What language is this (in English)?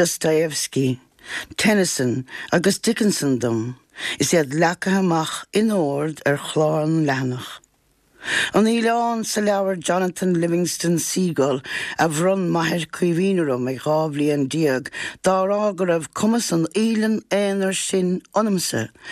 Irish